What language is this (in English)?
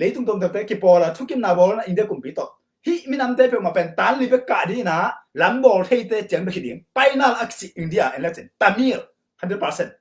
Tedim Chin